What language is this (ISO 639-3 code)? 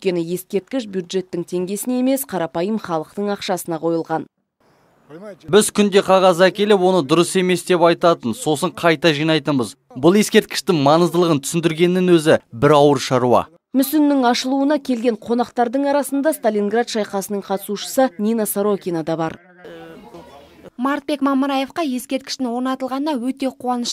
kaz